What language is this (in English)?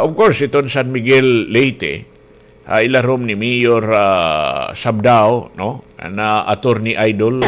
Waray